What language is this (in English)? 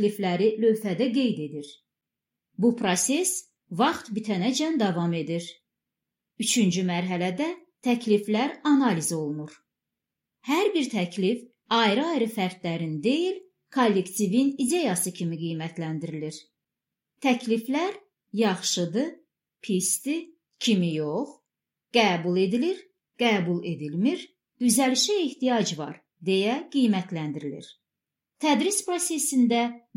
Azerbaijani